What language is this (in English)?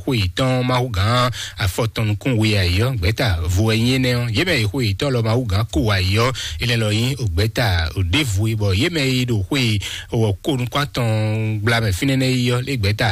Fon